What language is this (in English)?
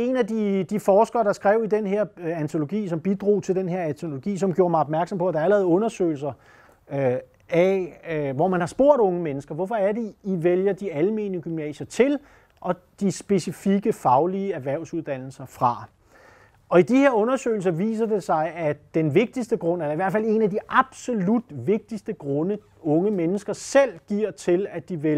Danish